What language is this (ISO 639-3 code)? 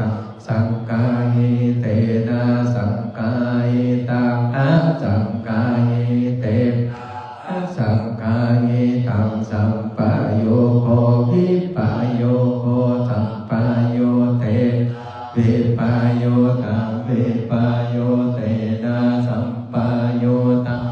pli